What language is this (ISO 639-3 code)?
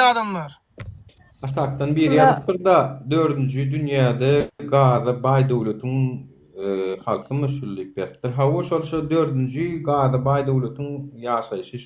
tuk